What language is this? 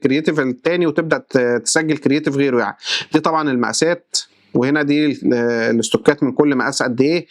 Egyptian Arabic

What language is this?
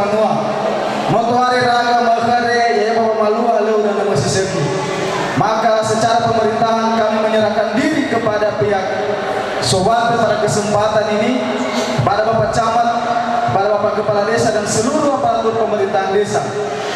Nias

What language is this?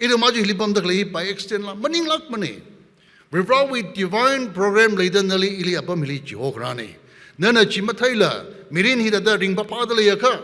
Tangkhul Naga (India)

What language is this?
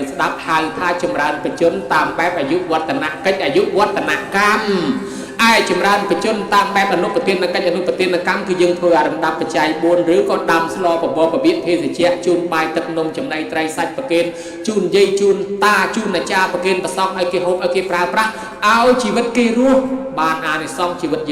Khmer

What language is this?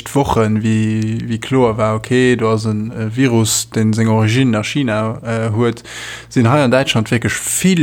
Luxembourgish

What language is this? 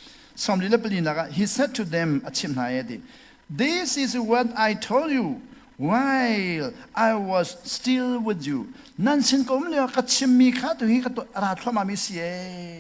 Hakha Chin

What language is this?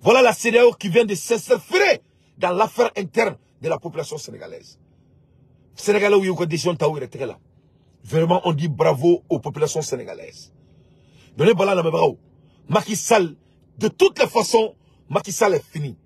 Bambara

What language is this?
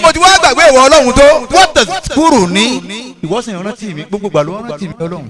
Yoruba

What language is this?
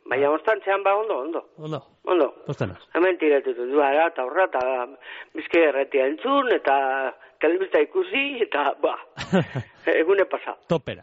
Basque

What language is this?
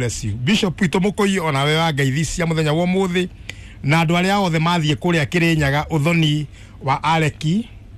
Kikuyu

